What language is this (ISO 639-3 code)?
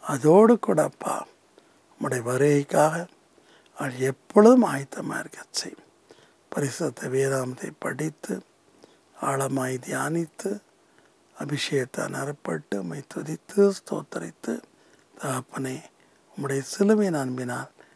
tam